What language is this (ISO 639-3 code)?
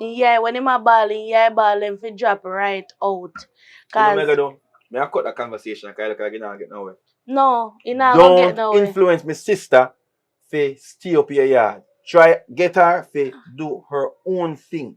jam